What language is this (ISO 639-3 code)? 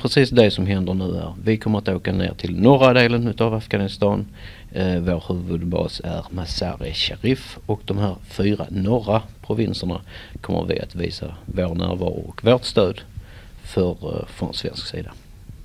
swe